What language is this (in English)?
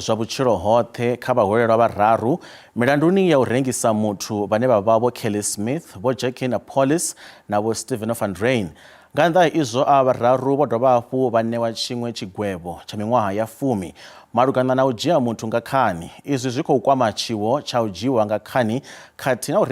Venda